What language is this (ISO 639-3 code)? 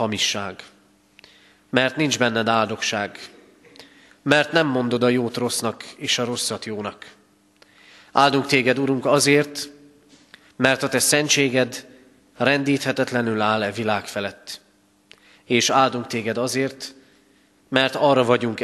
hun